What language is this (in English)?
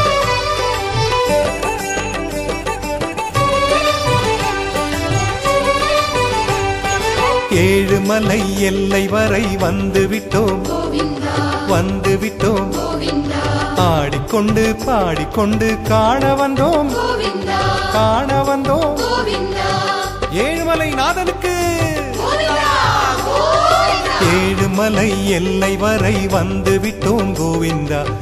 Tamil